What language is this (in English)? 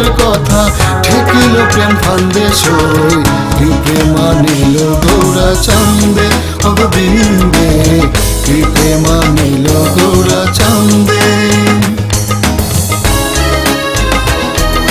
Bangla